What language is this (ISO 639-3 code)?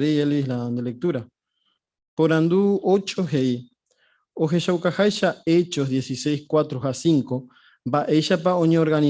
grn